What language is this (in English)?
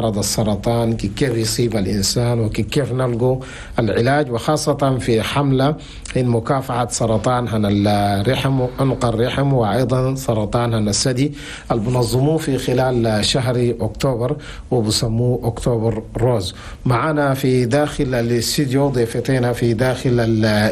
Chadian Arabic